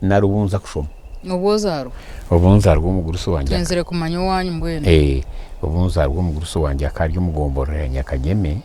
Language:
Nyankole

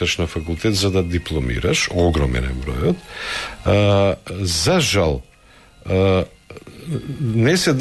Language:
Macedonian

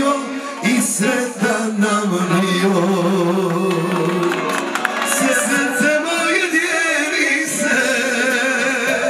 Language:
Croatian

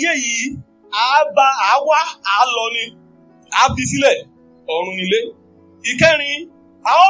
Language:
Yoruba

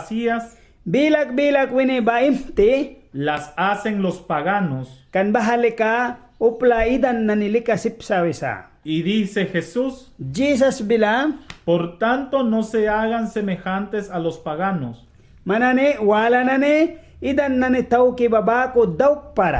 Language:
Mískito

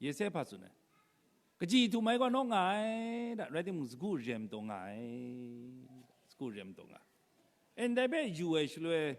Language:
Kachin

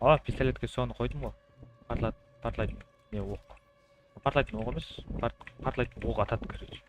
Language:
Kara-Kalpak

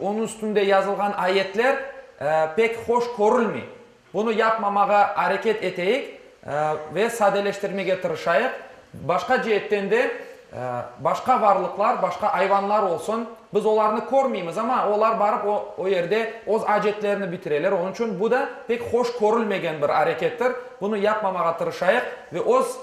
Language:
Crimean Tatar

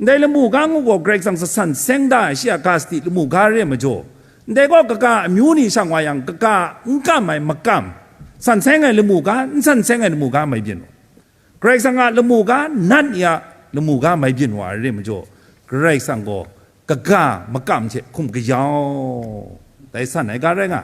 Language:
Kachin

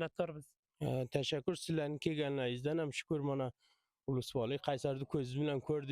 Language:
Uzbek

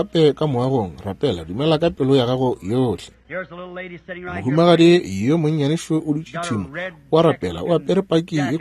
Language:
Northern Sotho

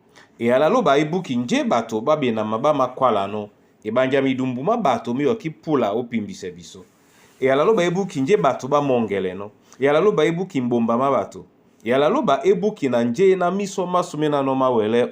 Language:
Duala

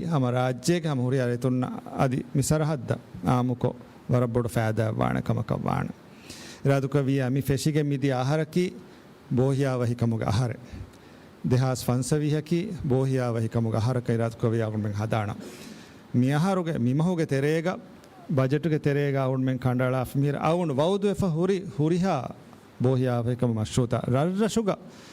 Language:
Divehi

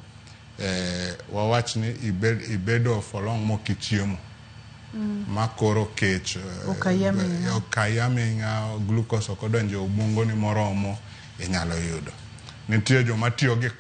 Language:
Luo (Kenya and Tanzania)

